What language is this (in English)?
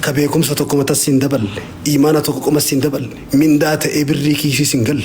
Oromo